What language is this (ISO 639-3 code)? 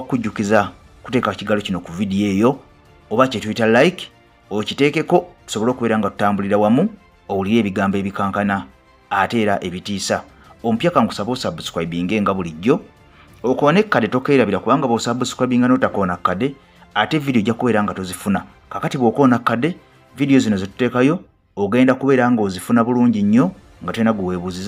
lug